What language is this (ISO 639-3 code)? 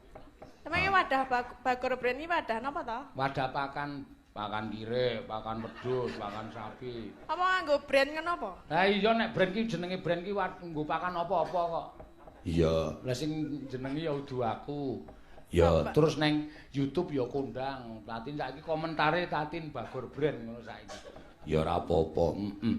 jav